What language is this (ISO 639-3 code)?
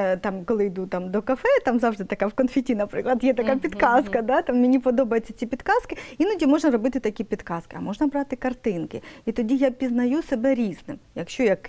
ukr